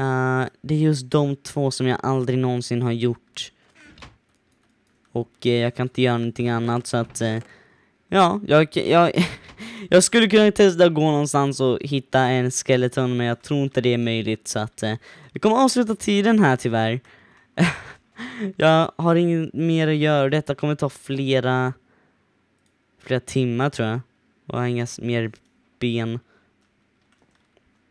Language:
Swedish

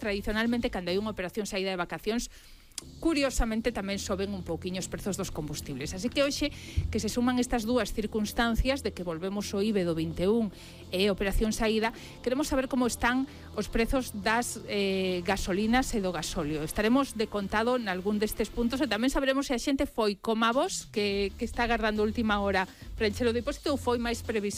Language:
Galician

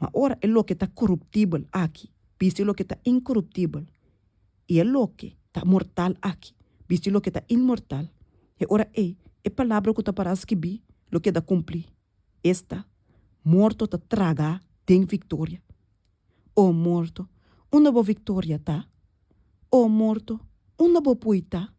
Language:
Papiamento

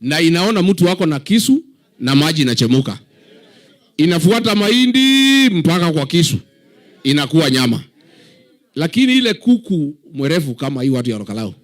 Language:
Swahili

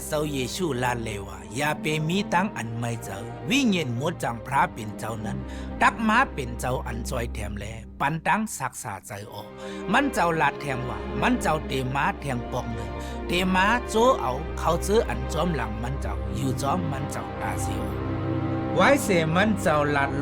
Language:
Shan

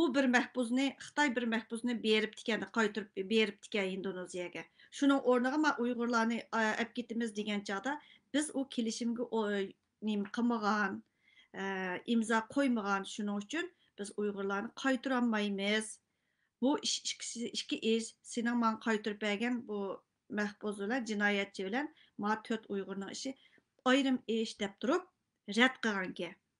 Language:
Uyghur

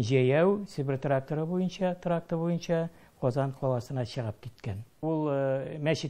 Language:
Tatar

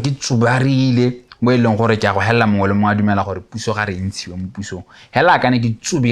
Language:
Tswana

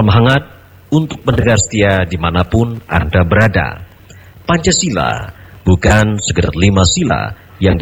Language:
Indonesian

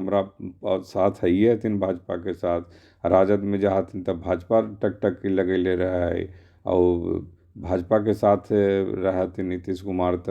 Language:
Magahi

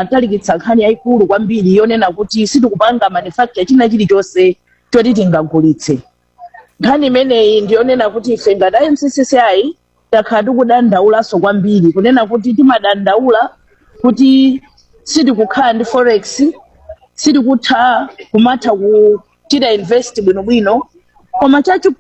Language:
Nyanja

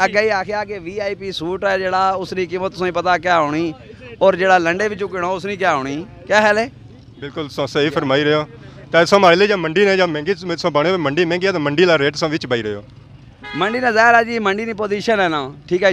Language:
Pahari-Potwari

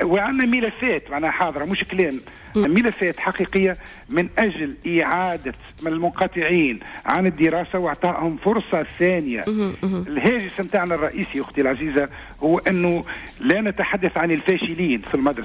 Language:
Tunisian Arabic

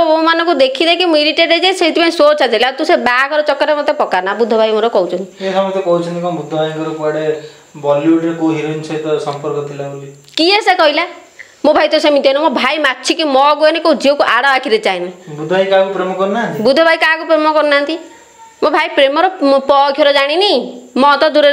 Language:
Odia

